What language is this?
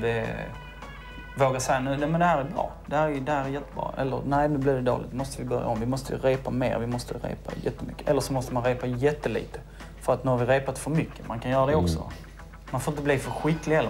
Swedish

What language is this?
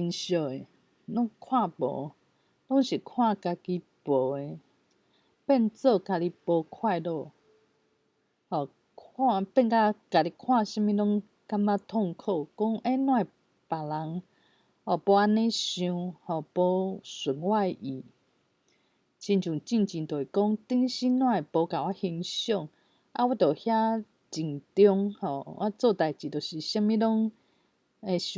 Min Nan Chinese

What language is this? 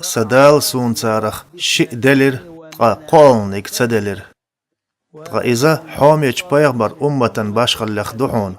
Chechen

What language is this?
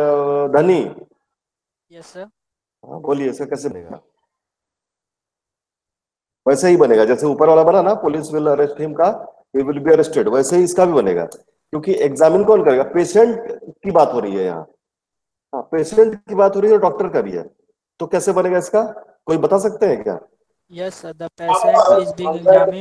Hindi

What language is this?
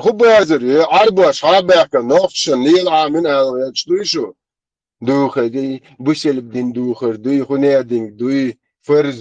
Chechen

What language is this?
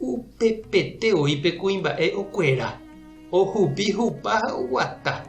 Guarani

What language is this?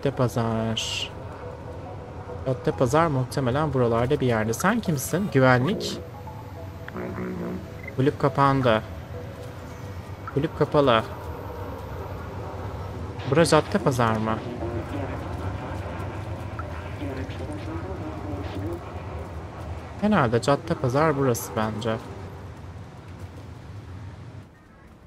Turkish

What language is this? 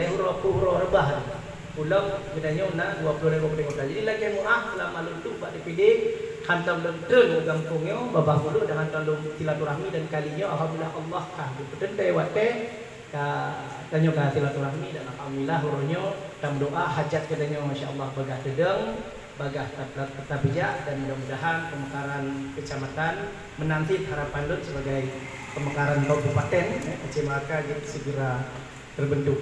Achinese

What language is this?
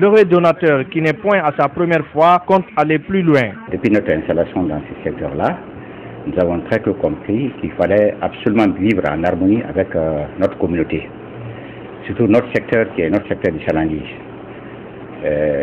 French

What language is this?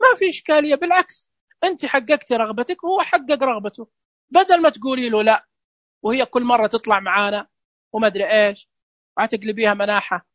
Najdi Arabic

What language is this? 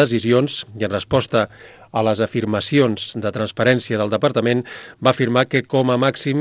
Catalan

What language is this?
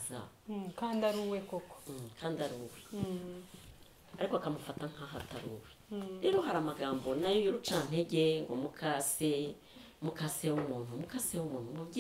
Kinyarwanda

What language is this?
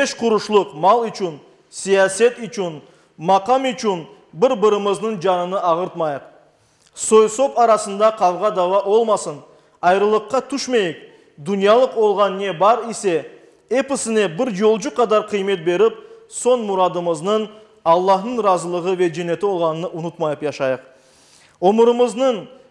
Crimean Tatar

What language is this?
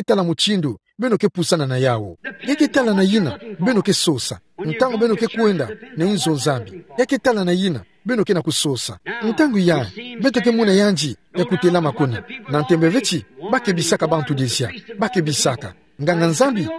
Kituba (Democratic Republic of Congo)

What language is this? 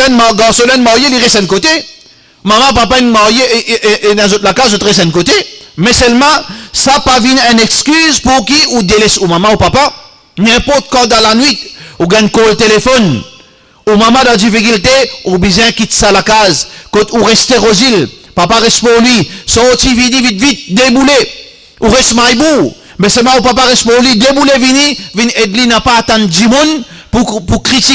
Morisyen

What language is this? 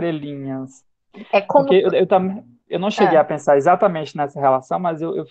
Portuguese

